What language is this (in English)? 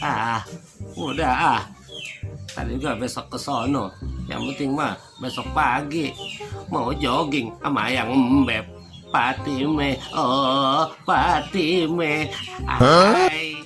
Betawi